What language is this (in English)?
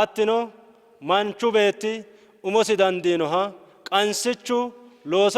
Sidamo